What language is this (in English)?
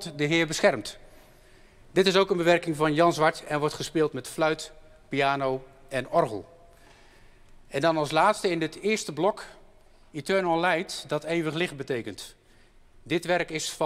Dutch